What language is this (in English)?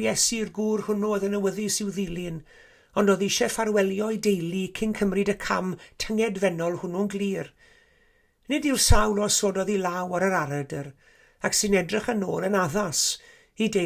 Welsh